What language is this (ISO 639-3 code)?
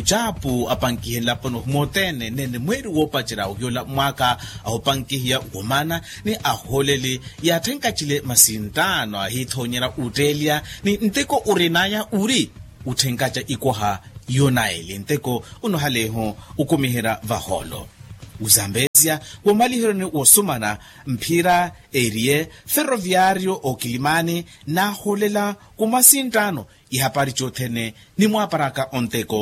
vmw